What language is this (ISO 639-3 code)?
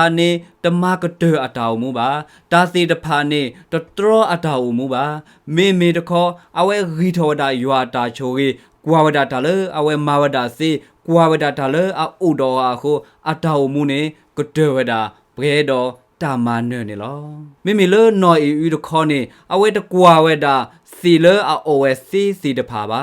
ksw